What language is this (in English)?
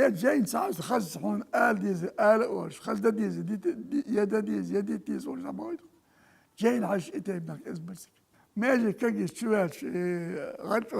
Chechen